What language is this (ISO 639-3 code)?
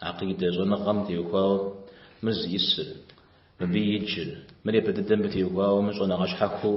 kbd